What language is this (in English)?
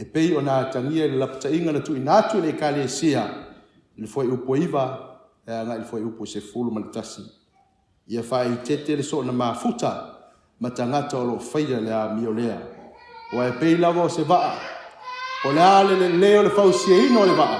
Samoan